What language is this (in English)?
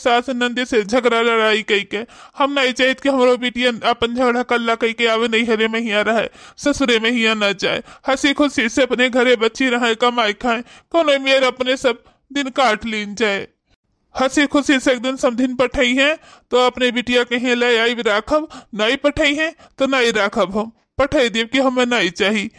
Awadhi